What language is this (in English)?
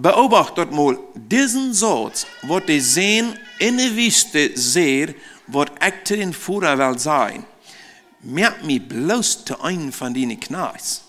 Plautdietsch